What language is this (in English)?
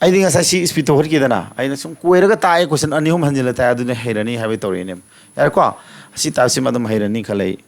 Manipuri